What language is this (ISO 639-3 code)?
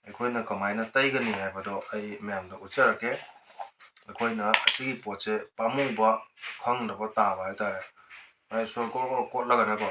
mni